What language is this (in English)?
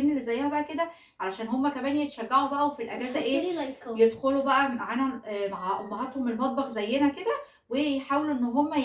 Egyptian Arabic